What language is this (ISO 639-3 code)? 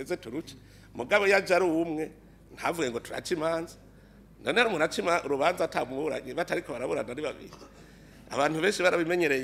run